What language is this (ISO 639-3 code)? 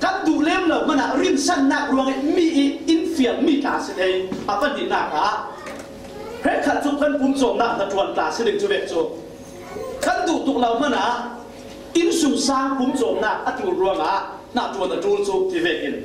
cfm